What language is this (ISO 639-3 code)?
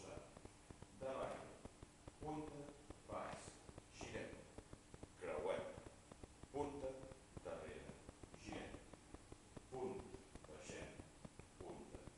cat